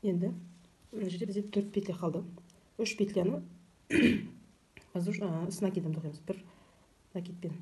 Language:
Kazakh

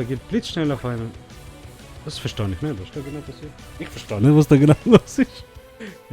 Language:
Swiss German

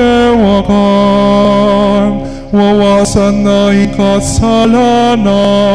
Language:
Pampanga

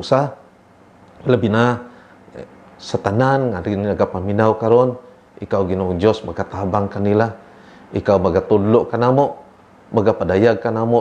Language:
Cebuano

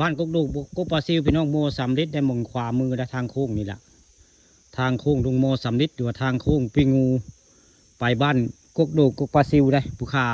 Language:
Northeastern Thai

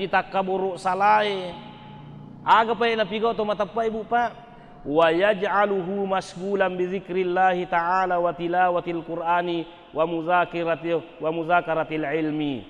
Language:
Buginese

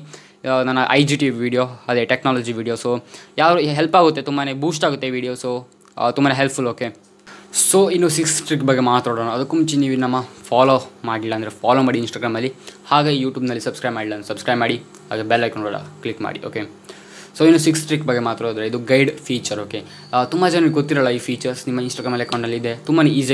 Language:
Kannada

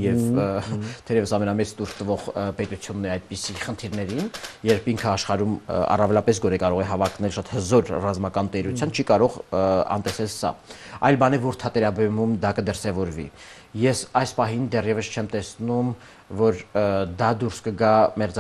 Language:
Armenian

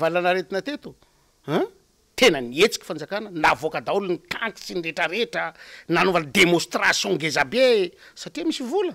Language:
Malagasy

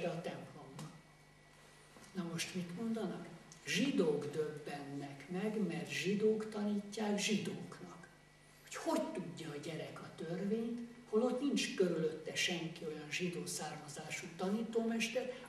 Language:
Hungarian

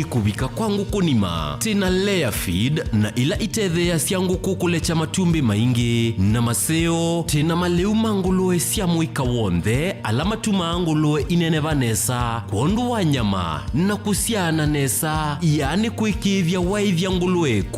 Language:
Kamba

